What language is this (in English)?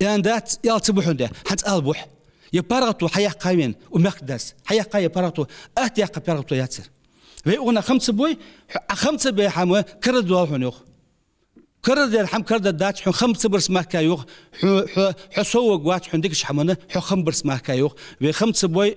Ingush